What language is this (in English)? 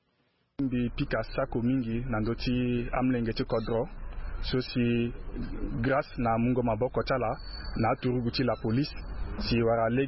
Sango